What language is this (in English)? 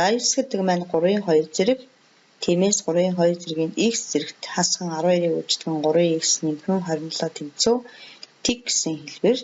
Mongolian